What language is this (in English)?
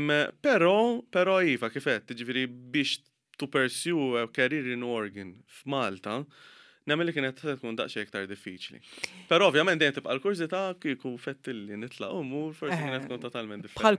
Maltese